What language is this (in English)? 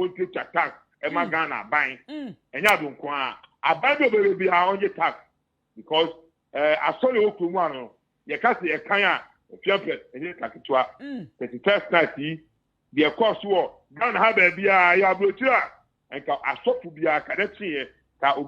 Akan